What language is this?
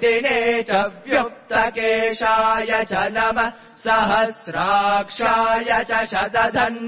Sanskrit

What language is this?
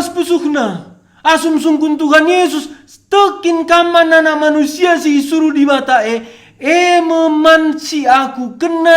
Batak Karo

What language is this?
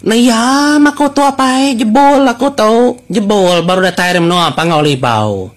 Iban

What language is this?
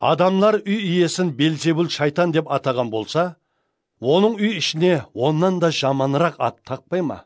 Kara-Kalpak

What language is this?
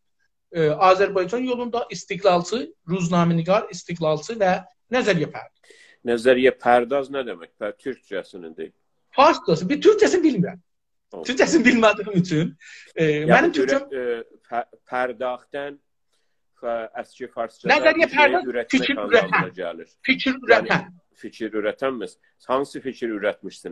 South Azerbaijani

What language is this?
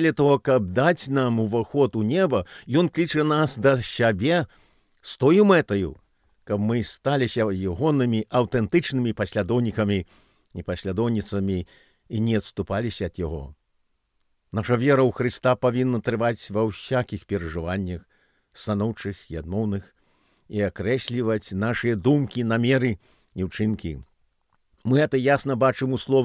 Belarusian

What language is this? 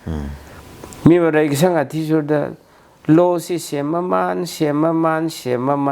Tangkhul Naga (India)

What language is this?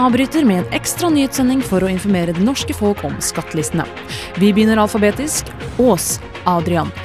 Norwegian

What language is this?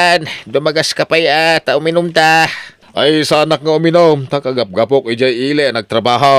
Iloko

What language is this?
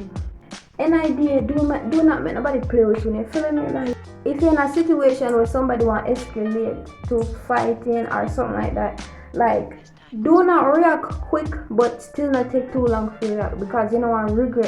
Jamaican Creole English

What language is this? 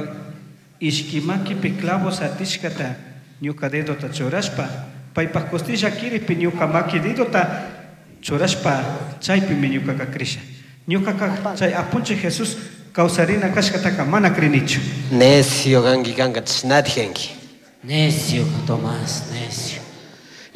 Chimborazo Highland Quichua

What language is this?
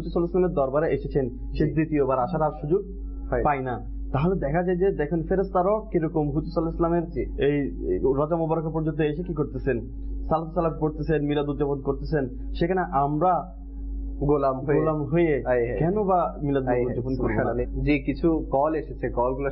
Bangla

